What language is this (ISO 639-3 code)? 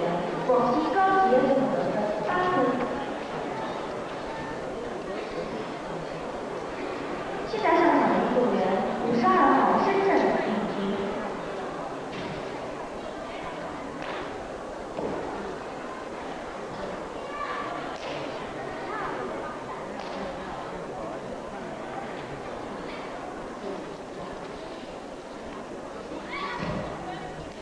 zho